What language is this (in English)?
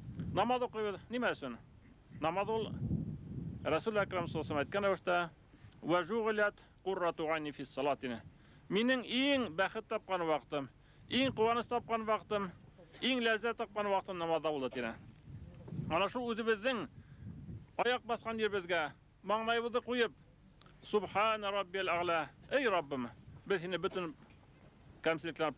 Bashkir